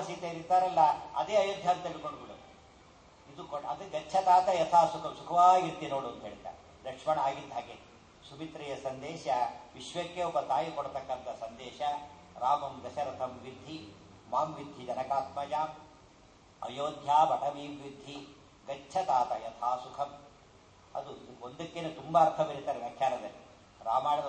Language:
Kannada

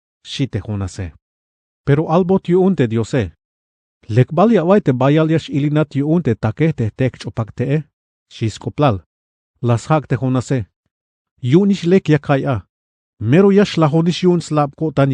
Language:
Tzeltal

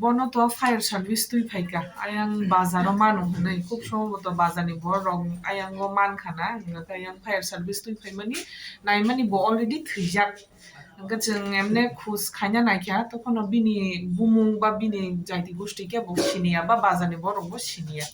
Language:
Kok Borok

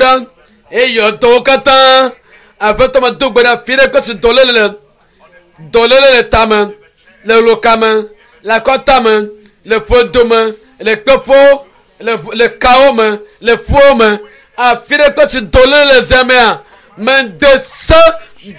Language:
Ewe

